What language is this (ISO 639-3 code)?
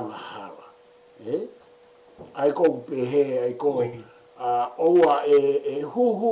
ton